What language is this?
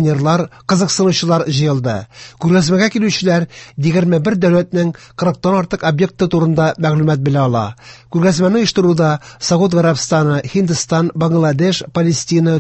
Tatar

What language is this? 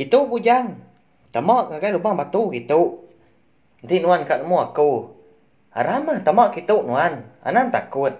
Iban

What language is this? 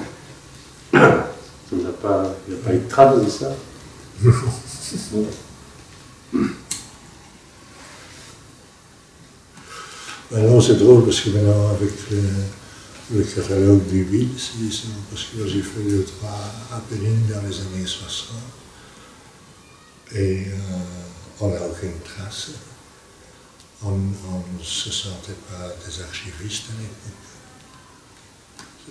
French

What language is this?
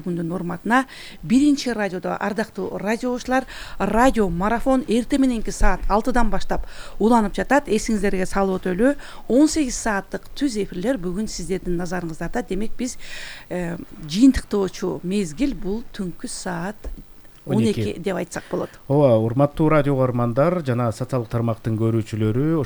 Kyrgyz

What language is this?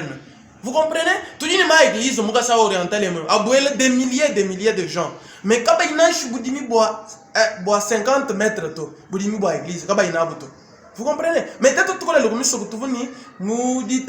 Luba-Lulua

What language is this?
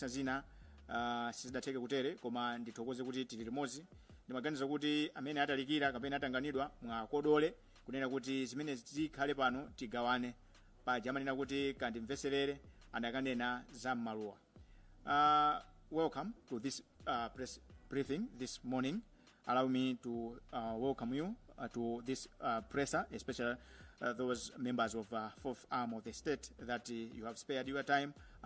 Nyanja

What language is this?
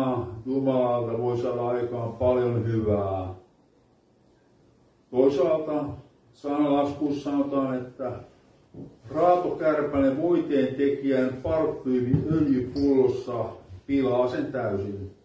Finnish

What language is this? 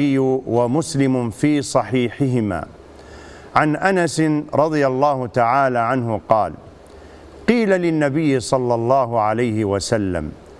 Arabic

